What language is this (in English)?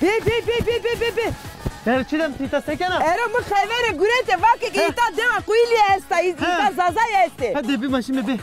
Zaza